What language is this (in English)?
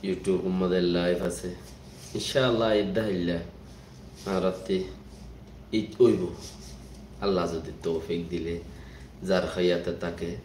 Rohingya